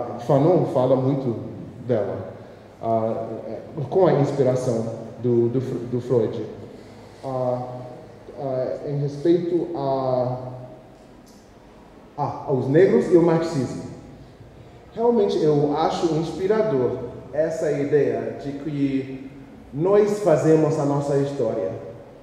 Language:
Portuguese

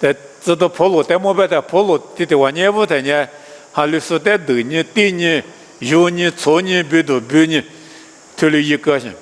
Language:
Lisu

